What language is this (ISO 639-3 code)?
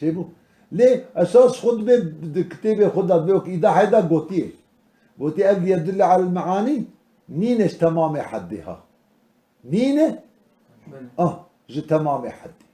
kur